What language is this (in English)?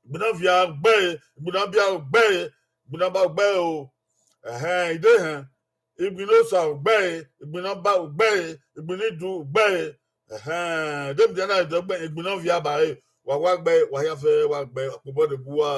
Bini